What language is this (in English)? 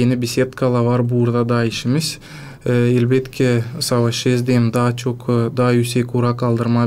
Gagauz